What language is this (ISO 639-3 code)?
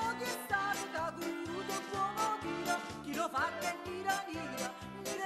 nap